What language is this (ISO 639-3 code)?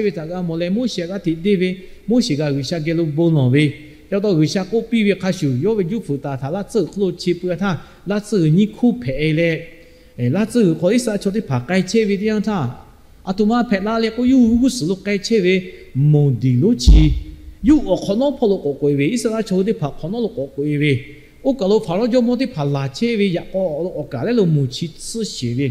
lhu